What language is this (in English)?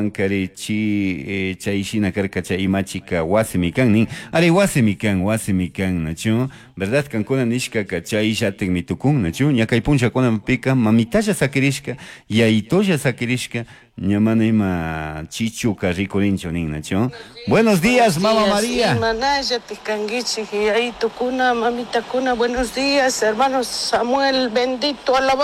Chimborazo Highland Quichua